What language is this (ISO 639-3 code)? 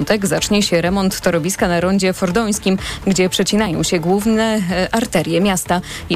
pol